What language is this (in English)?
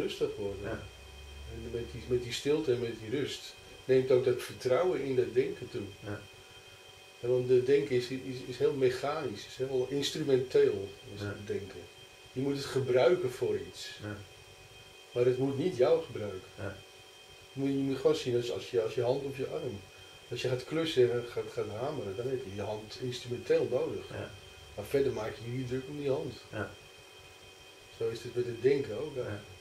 Dutch